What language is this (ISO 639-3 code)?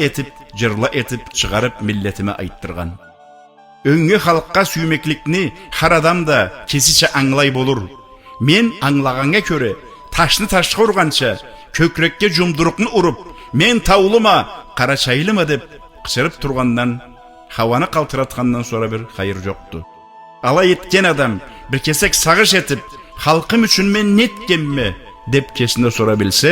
krc